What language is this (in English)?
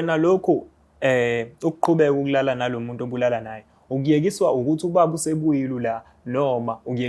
Zulu